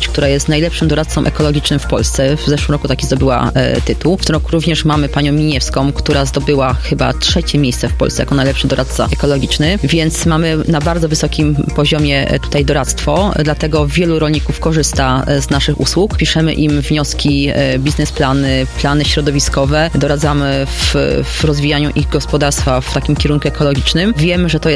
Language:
Polish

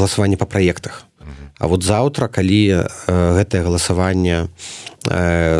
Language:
Belarusian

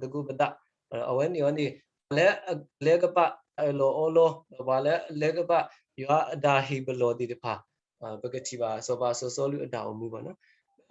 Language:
S'gaw Karen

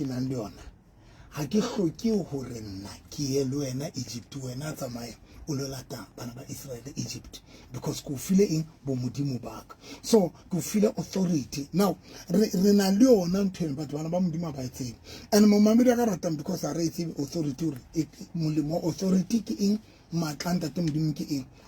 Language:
Southern Sotho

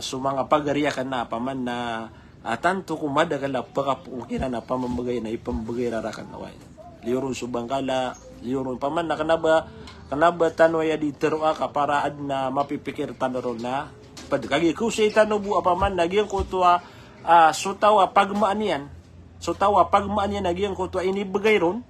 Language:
Maranao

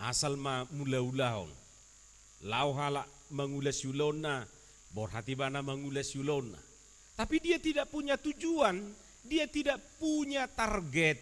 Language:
Batak Toba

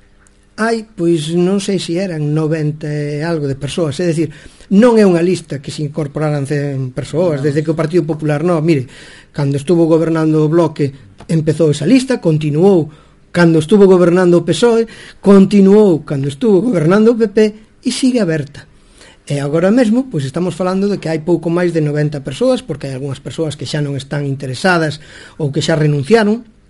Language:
Galician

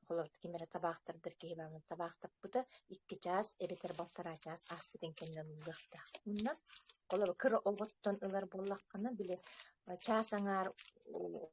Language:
Yakut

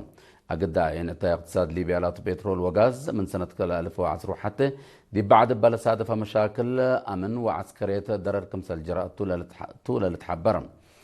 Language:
Tigre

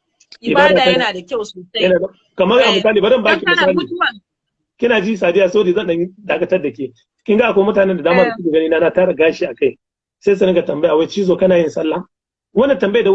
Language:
Hausa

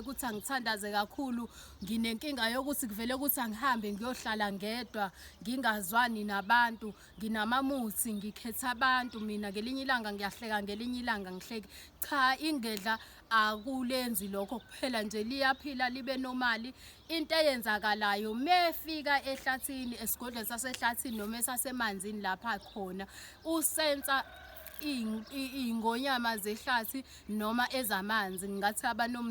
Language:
Zulu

